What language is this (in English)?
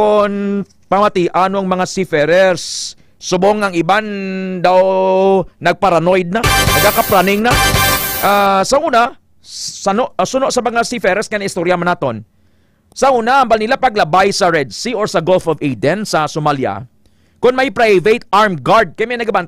Hiligaynon